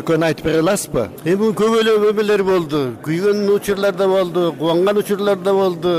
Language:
Kyrgyz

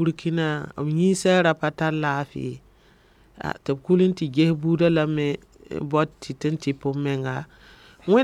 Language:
Mossi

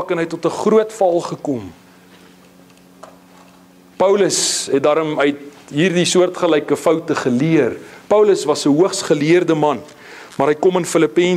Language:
Afrikaans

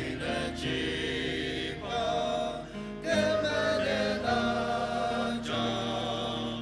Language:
Ao Naga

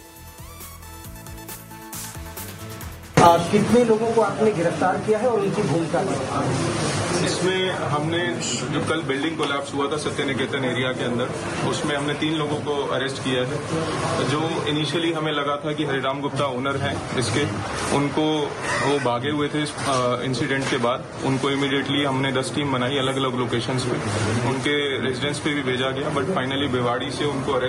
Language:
Hindi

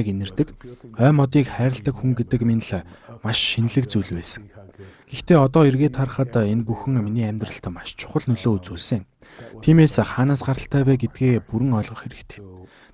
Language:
Mongolian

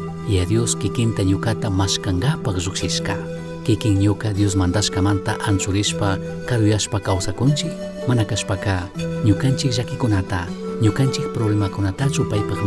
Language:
Chimborazo Highland Quichua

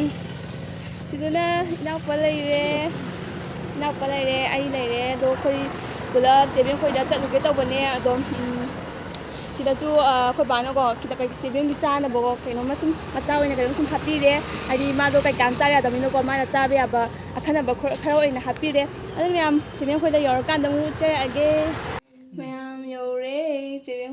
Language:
Manipuri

